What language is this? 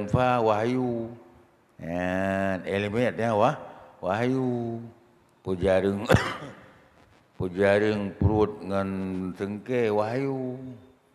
Achinese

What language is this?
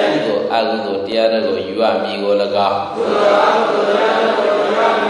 Burmese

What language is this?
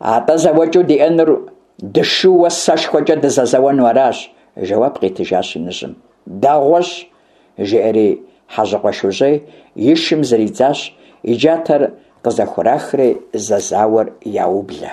Kabardian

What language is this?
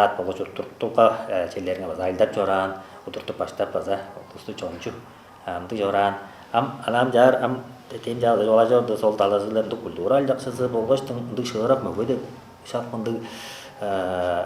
Tuvinian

